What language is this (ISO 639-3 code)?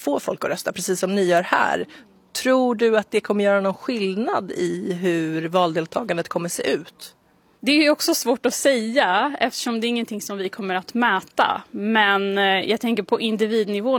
swe